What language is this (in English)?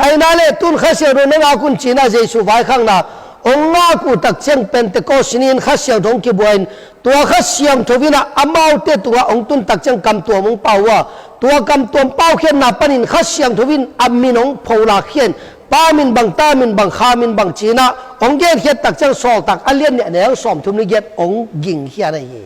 Tedim Chin